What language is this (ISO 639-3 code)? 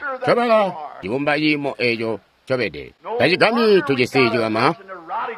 toi